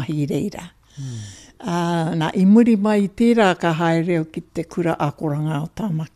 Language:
Māori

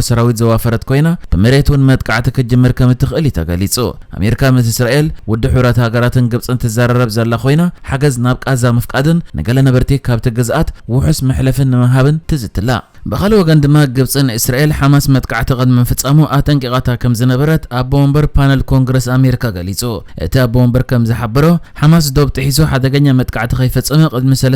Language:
Tigrinya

